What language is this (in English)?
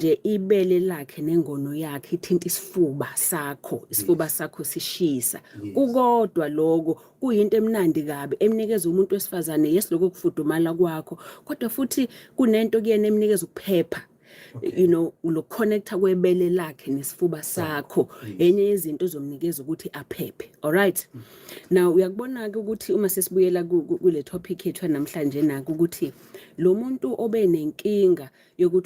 Zulu